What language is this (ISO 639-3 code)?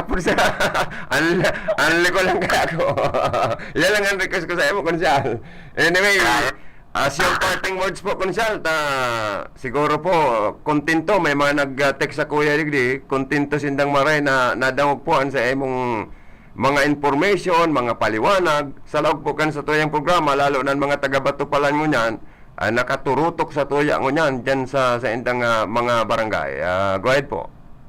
bik